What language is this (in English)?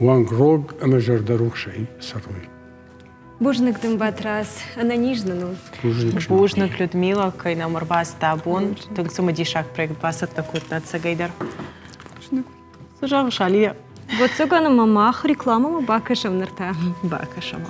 Ossetic